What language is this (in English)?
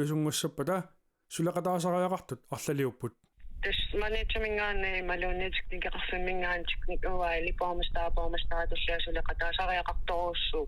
Kalaallisut